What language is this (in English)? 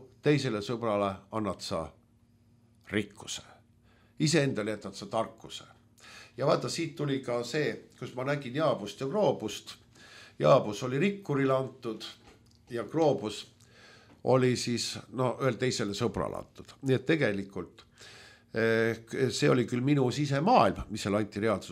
Estonian